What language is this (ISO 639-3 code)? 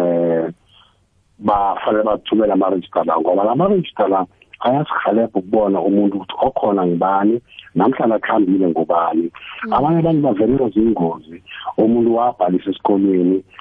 nbl